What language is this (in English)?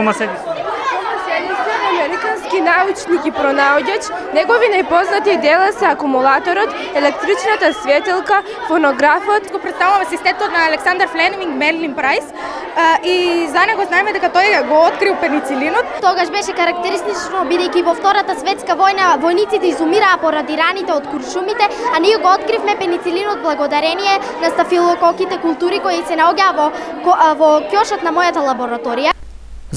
Macedonian